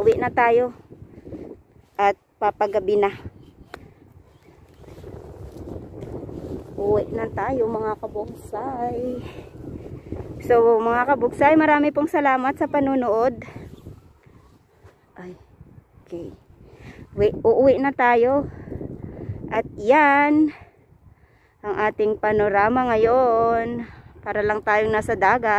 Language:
Filipino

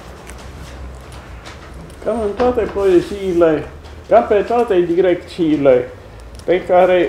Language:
Romanian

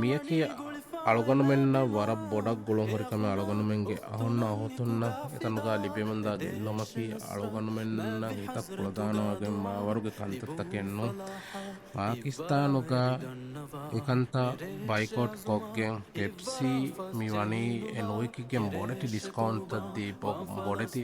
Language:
Divehi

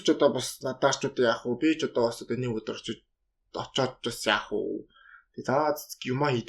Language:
Mongolian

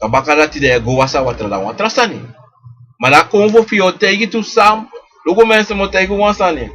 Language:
Sranan Tongo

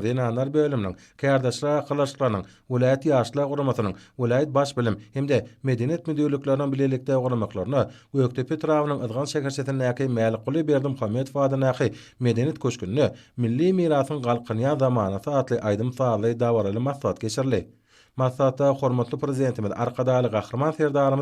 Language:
Turkmen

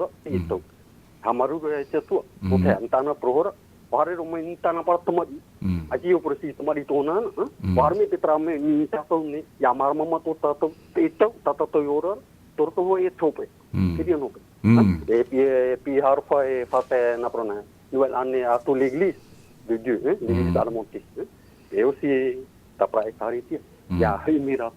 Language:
Tahitian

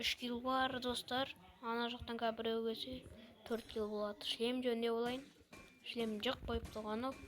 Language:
Kazakh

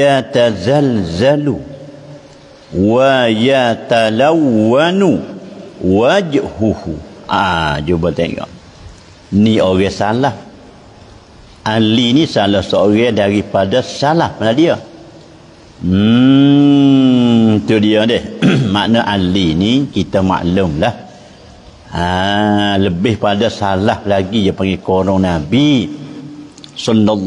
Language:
Malay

